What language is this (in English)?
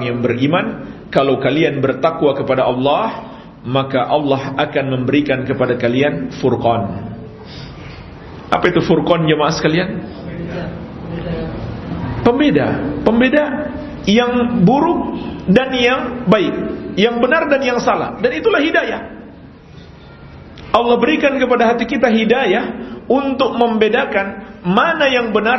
Indonesian